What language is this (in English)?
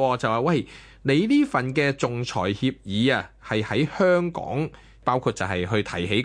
Cantonese